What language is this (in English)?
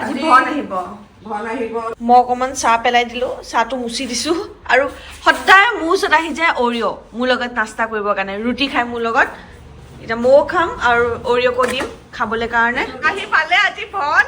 Assamese